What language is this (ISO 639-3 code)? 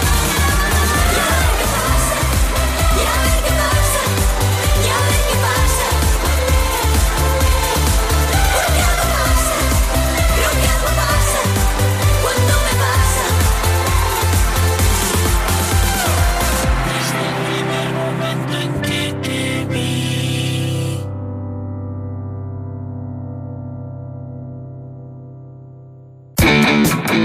spa